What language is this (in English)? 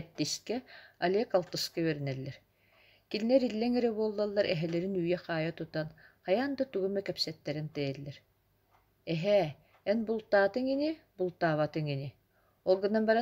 Yakut